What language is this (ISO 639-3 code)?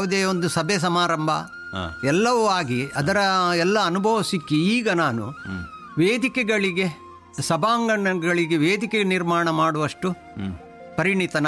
kan